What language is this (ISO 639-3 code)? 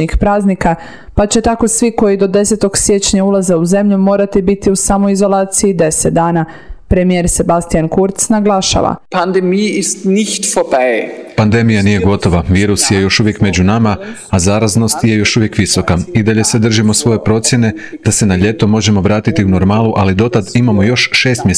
hrv